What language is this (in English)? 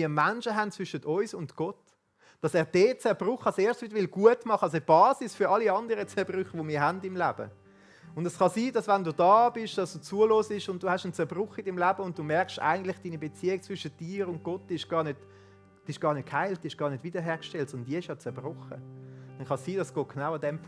Swiss German